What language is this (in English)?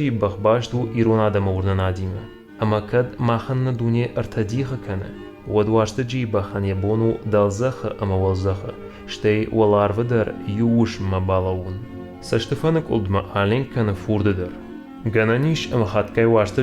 Ossetic